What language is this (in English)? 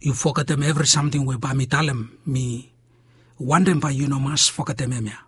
Bislama